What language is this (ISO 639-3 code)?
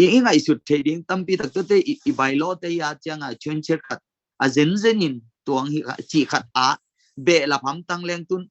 ctd